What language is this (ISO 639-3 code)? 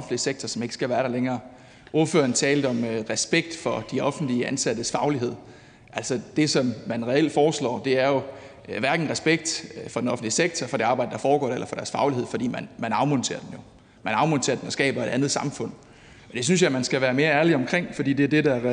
dan